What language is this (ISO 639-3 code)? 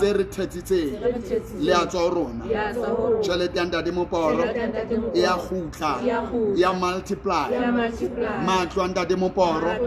sot